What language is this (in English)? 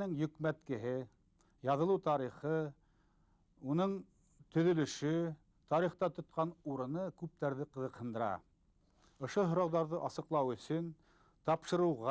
Bashkir